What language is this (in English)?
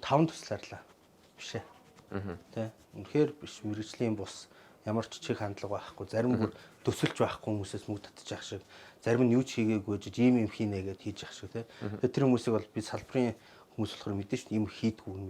Mongolian